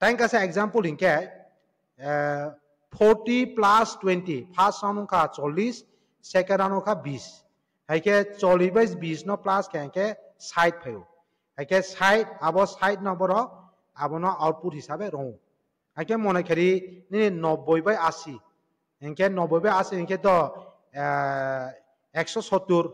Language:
Kok Borok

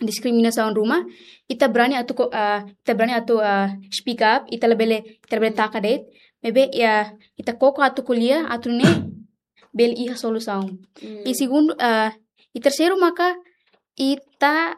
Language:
Tetum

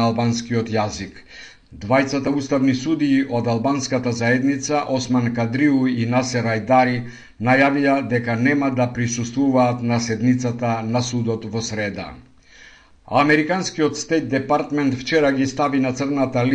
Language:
Macedonian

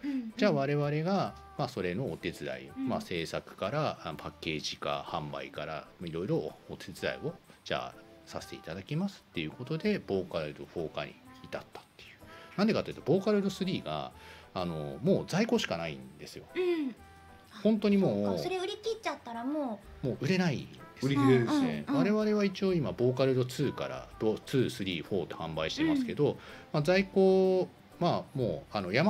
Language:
Japanese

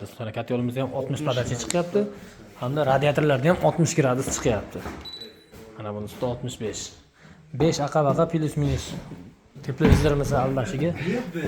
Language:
Uzbek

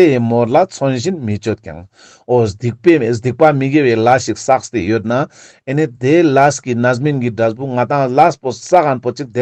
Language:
Ladakhi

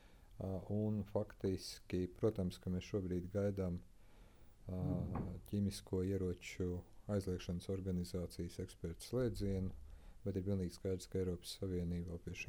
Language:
Latvian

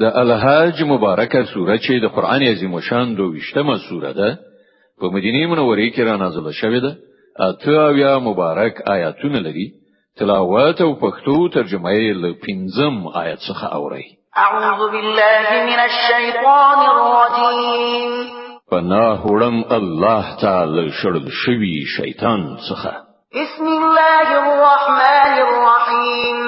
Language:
Pashto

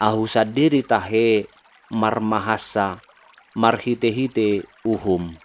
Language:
Batak Toba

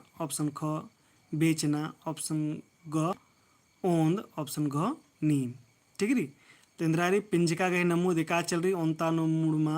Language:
Kurukh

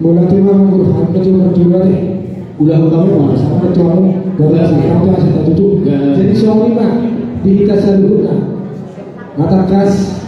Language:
Batak Toba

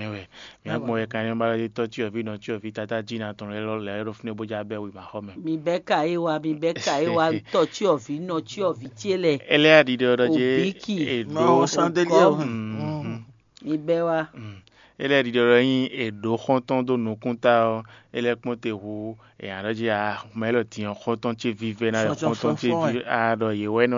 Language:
Fon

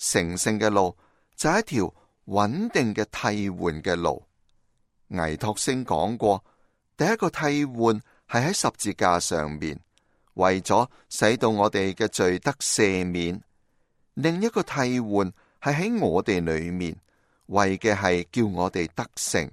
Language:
Cantonese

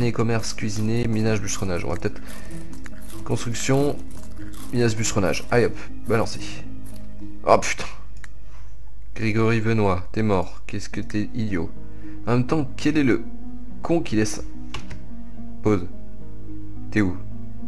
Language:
French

